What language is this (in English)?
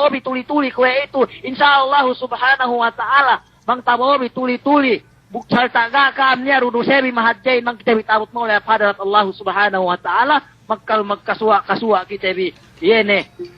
Yakan